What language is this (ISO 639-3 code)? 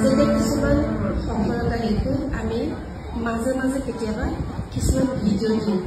asm